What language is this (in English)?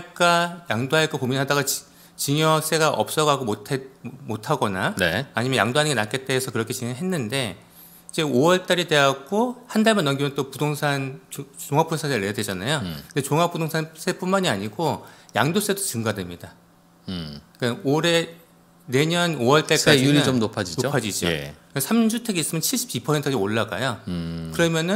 Korean